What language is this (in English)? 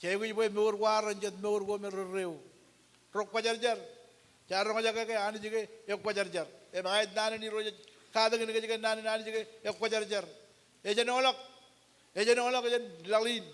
Marshallese